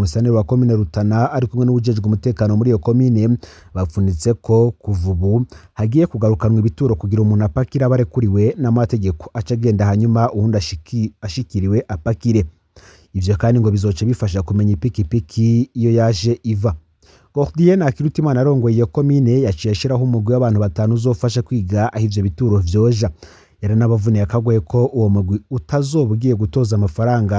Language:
Rundi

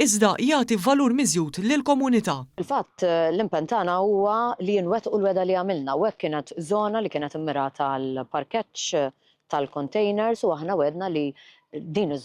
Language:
Maltese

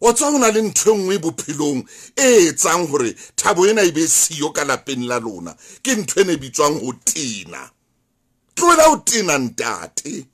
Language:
Southern Sotho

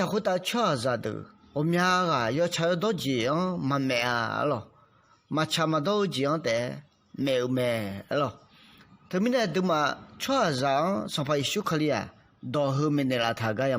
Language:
Akha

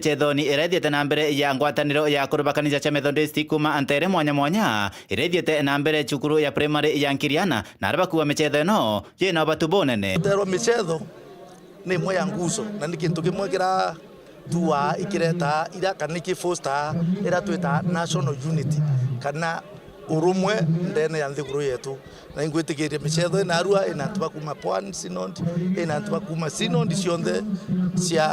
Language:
Meru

